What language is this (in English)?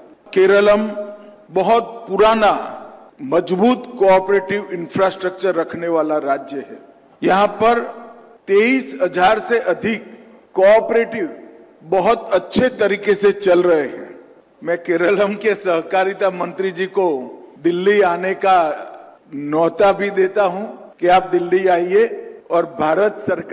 Hindi